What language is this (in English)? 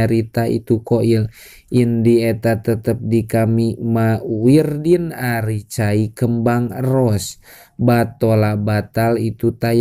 Sundanese